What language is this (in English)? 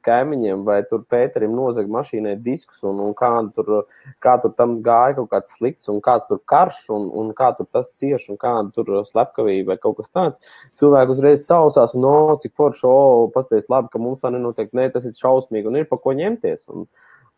Latvian